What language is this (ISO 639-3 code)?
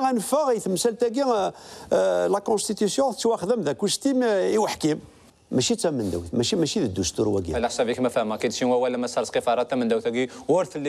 kab